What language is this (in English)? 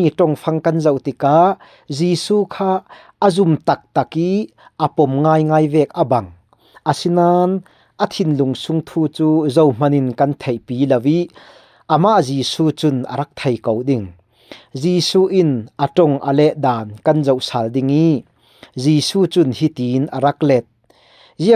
Falam Chin